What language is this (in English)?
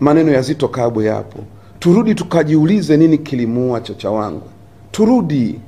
Swahili